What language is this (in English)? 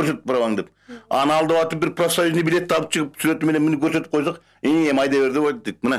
Kyrgyz